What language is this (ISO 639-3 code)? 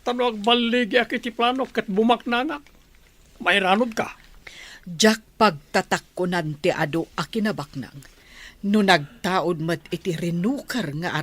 ilo